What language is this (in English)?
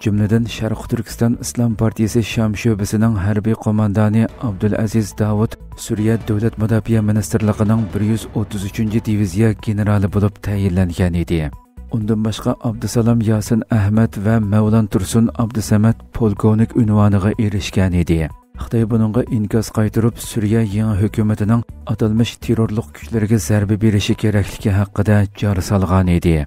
Uyghur